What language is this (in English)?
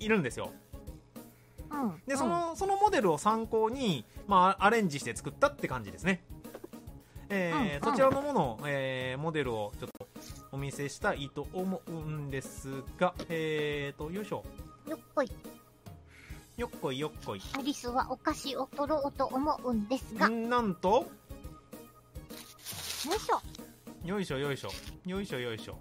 Japanese